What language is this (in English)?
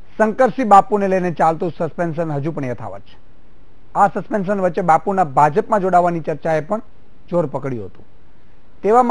Gujarati